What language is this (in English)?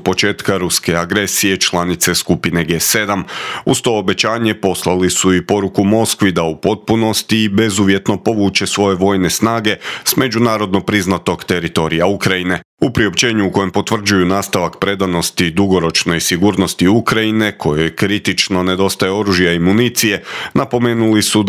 Croatian